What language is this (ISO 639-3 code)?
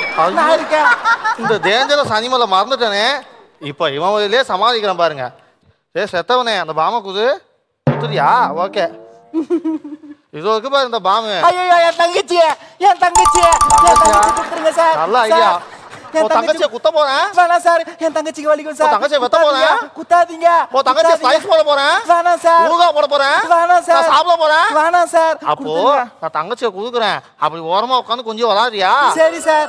tam